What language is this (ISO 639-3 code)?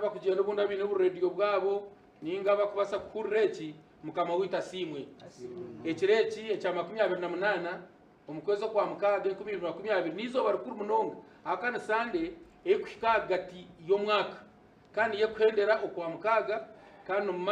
nyn